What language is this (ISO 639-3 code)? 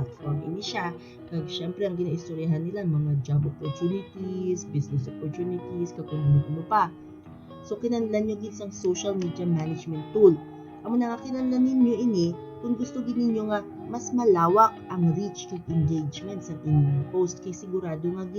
hil